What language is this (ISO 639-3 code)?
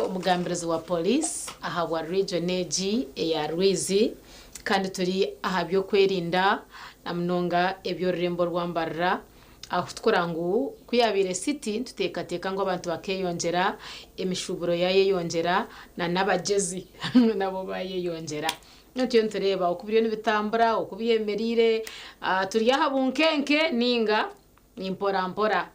nyn